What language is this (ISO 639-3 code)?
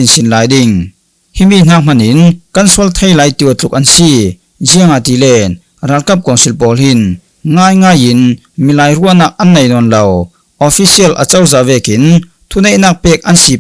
cfm